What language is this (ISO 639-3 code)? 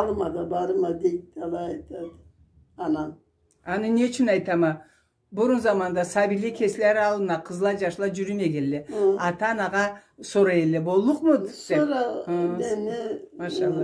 krc